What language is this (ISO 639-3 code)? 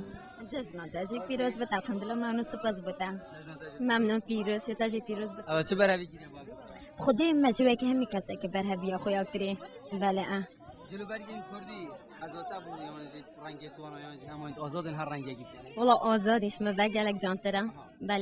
kur